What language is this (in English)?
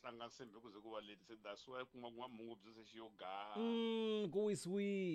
Tsonga